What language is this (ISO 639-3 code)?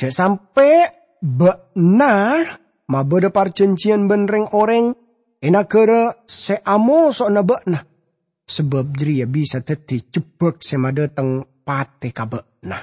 mad